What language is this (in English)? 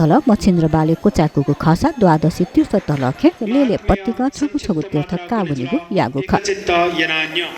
Newari